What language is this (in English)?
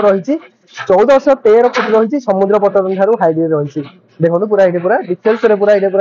Odia